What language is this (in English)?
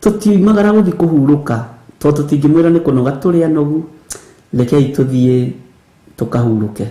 Kikuyu